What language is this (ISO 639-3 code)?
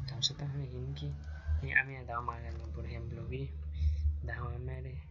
agr